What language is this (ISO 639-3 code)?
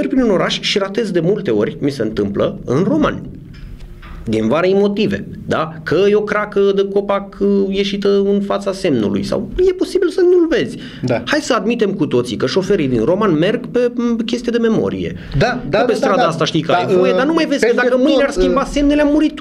ron